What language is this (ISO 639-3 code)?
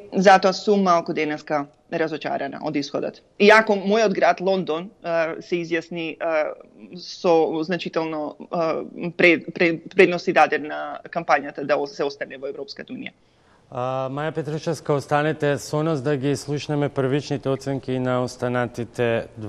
mkd